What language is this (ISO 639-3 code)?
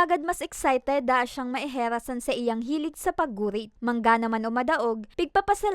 bik